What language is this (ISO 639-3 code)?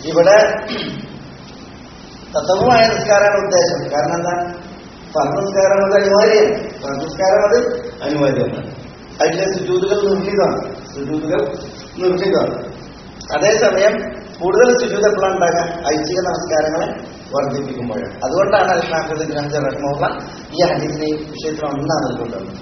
mal